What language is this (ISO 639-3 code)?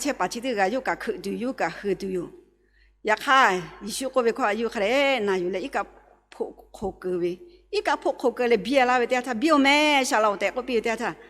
lhu